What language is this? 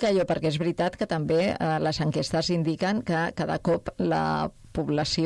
Catalan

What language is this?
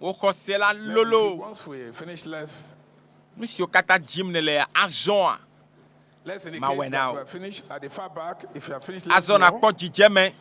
Ewe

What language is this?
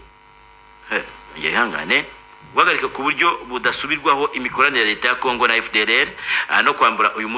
Kinyarwanda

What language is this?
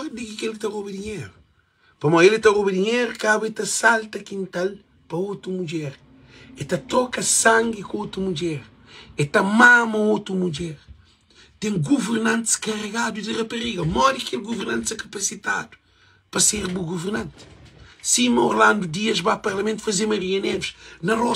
Kabuverdianu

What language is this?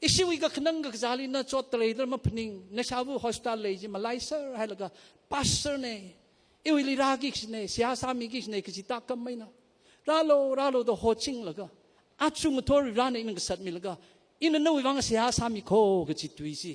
Tangkhul Naga (India)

